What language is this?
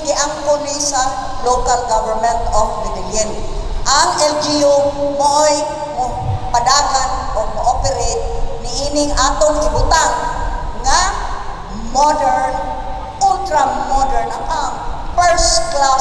Cebuano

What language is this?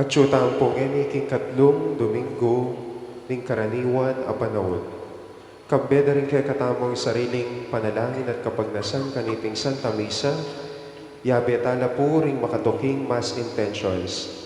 Pampanga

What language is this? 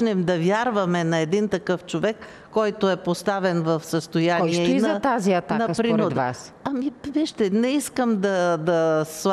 Bulgarian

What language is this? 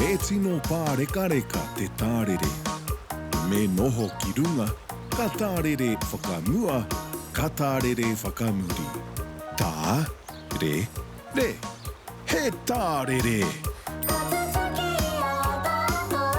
Māori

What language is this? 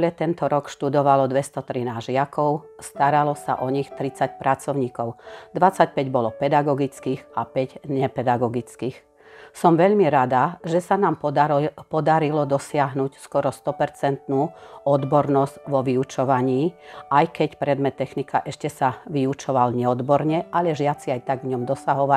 Slovak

